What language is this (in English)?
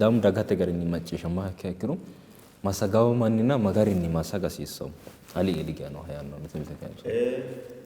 Sidamo